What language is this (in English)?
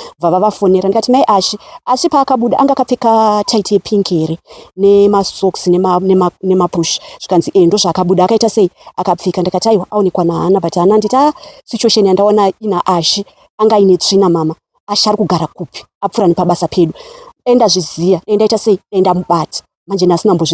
Shona